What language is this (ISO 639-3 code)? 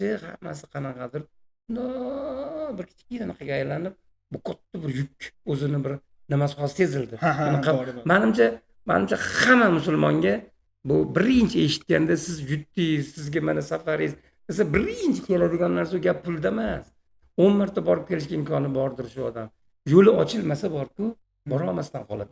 uzb